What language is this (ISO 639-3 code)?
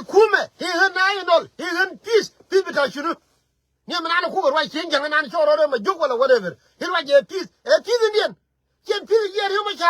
nus